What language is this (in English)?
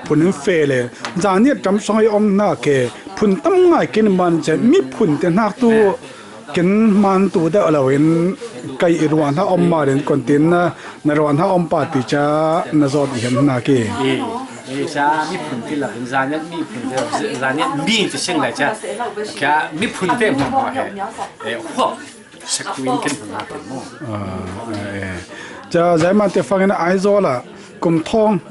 Falam Chin